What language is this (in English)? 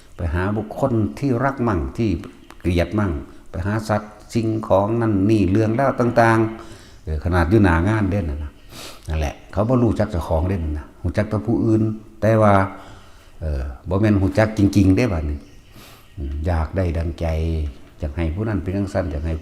Northeastern Thai